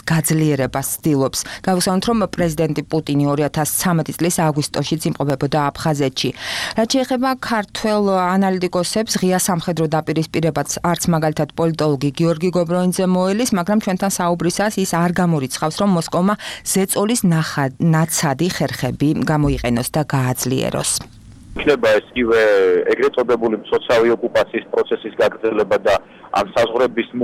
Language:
Georgian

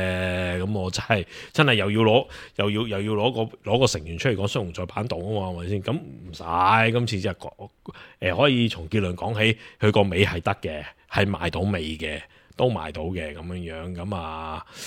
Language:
Cantonese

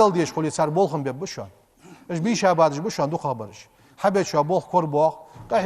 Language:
Ingush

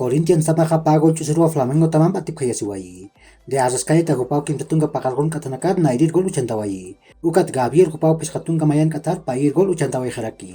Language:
Aymara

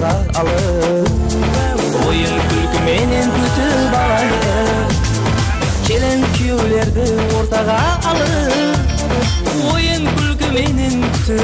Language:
Kara-Kalpak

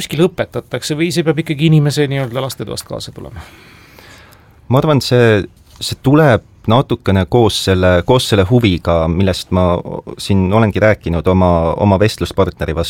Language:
Estonian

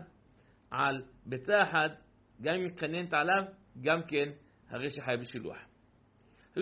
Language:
Hebrew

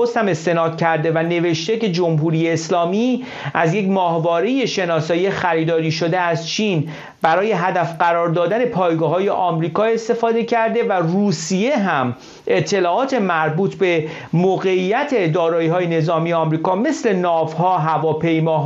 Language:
Persian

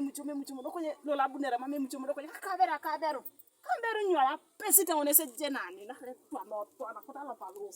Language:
Teso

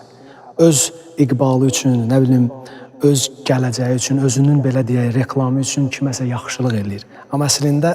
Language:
Azerbaijani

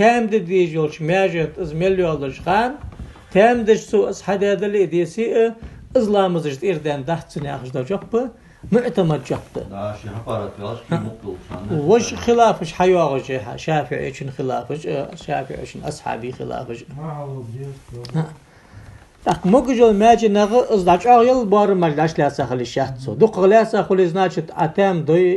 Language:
Ingush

